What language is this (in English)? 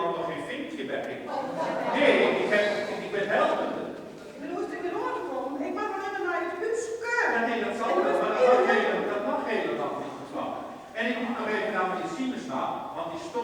Western Frisian